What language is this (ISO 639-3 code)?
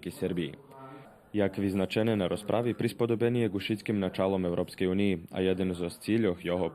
rue